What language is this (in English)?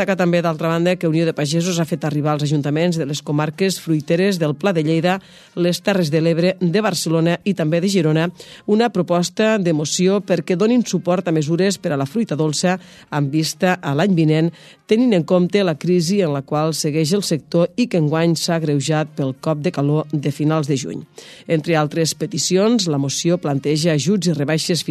Catalan